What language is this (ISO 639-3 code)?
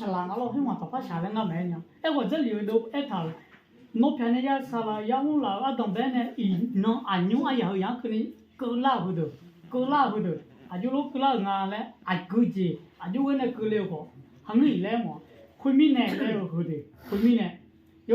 ahk